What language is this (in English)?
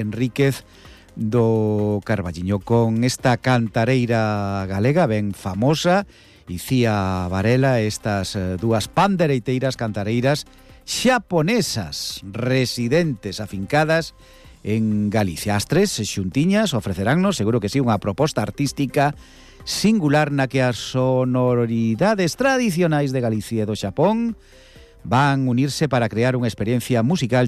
Galician